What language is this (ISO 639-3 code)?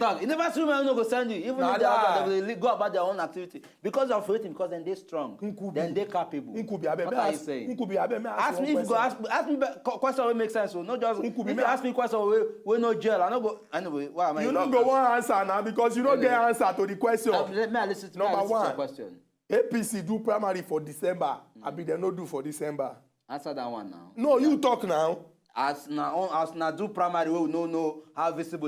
pcm